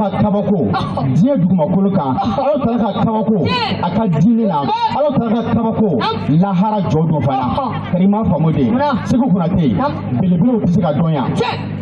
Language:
Bambara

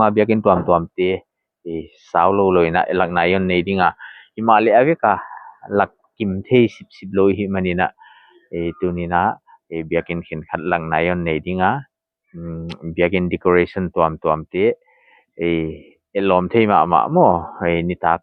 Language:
Paite Chin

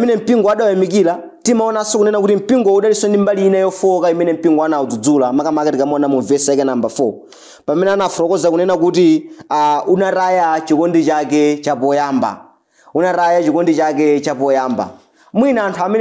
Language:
Nyanja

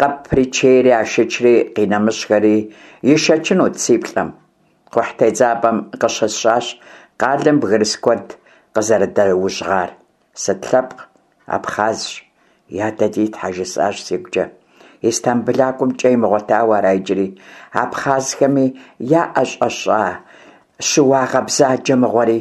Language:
Kabardian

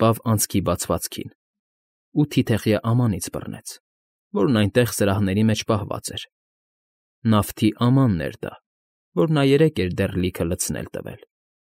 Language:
Armenian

